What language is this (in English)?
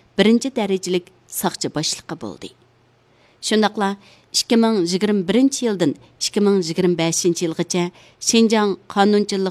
Uyghur